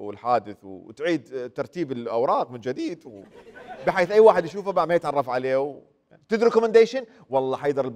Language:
Mesopotamian Arabic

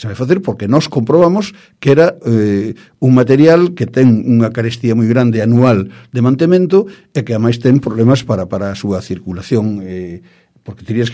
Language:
Galician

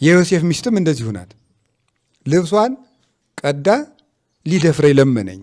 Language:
Amharic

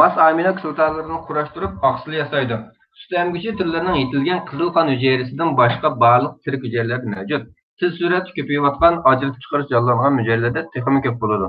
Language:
Uyghur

